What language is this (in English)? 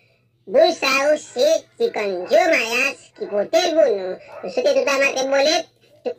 Haitian Creole